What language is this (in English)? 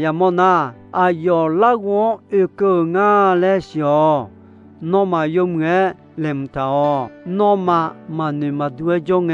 Akha